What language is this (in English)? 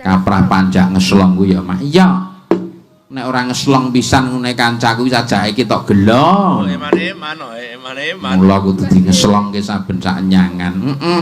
Javanese